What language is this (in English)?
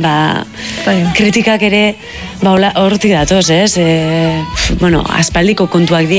Basque